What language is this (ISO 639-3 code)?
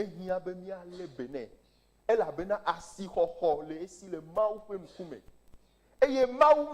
ewe